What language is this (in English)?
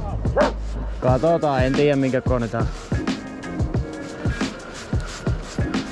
Finnish